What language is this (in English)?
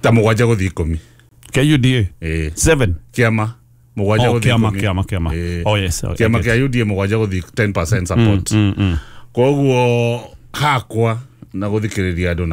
Kikuyu